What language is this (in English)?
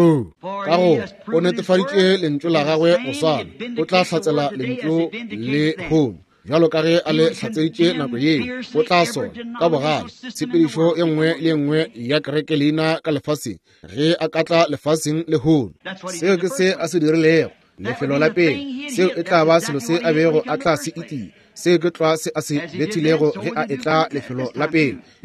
Northern Sotho